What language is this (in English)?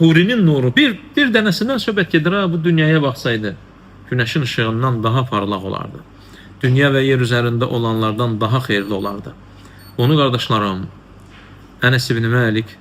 Azerbaijani